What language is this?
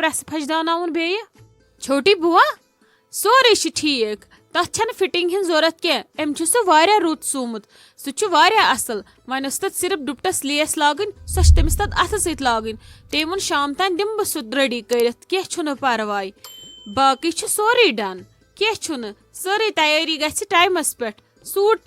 Kashmiri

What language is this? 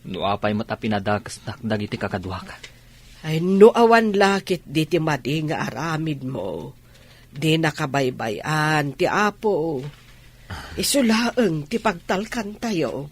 Iloko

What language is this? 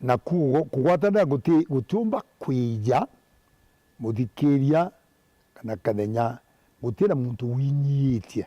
Meru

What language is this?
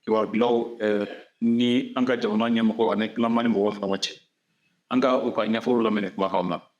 Bambara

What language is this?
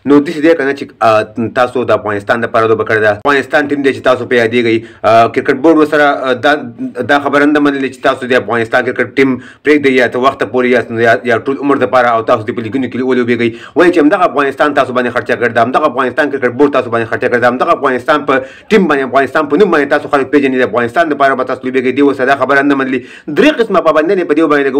Pashto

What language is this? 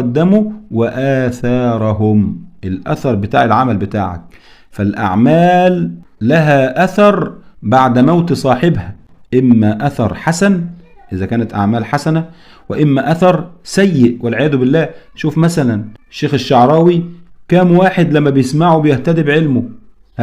Egyptian Arabic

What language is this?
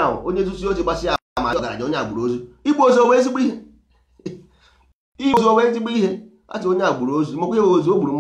Igbo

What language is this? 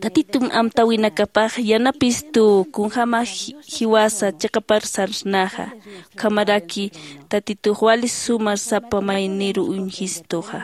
Aymara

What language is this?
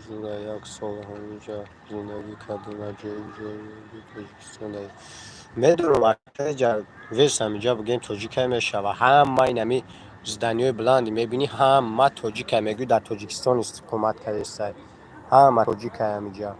Tajik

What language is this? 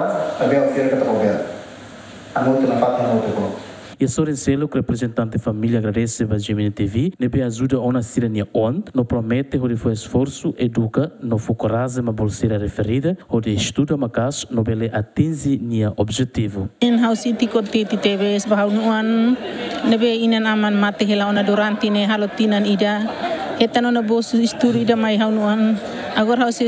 Tetum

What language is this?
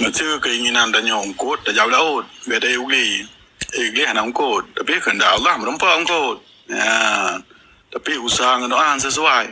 Achinese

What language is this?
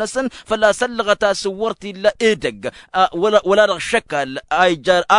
Tamasheq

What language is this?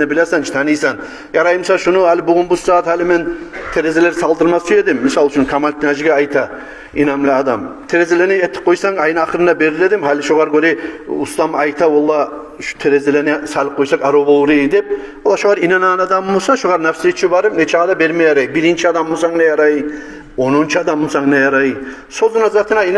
Kumyk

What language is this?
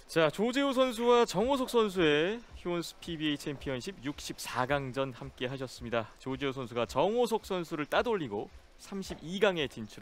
Korean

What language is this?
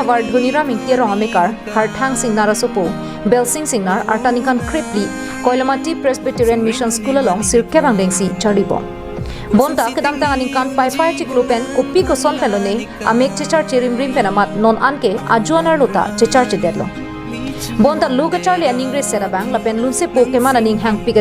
Karbi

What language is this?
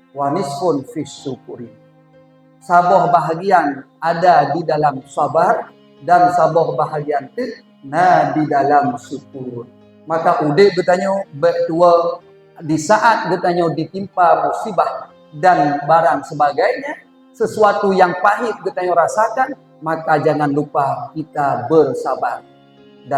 Achinese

